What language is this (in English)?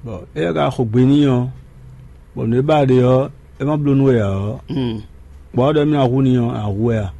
Fon